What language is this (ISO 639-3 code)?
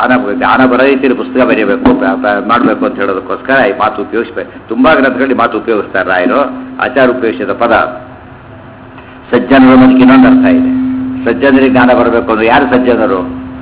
kan